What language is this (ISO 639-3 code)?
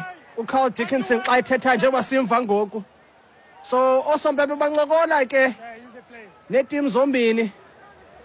xho